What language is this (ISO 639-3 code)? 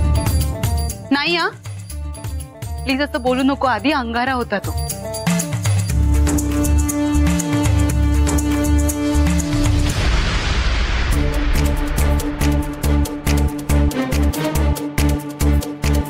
mar